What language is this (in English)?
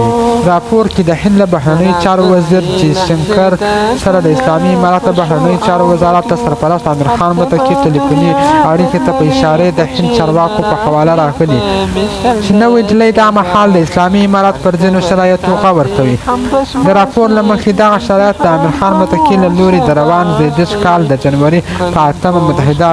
Pashto